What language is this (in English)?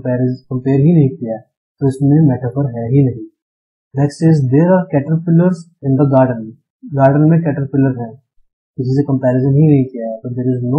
Hindi